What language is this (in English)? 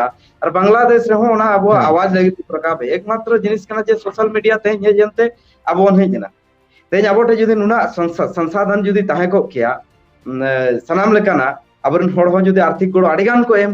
Santali